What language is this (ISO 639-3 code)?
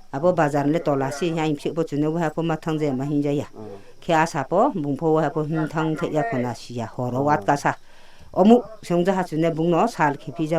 ria